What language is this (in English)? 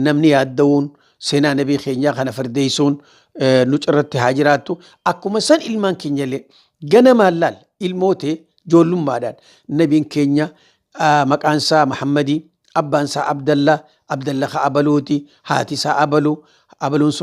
Oromo